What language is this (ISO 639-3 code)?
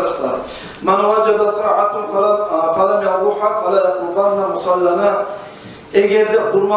kum